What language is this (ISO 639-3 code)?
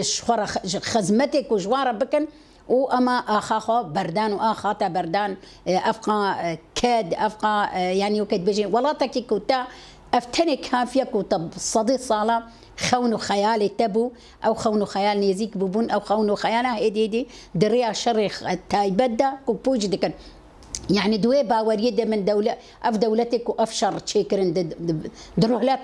kur